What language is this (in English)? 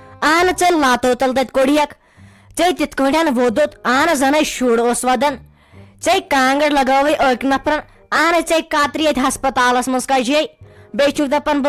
Kashmiri